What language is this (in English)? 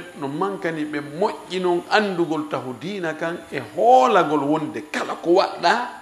Fula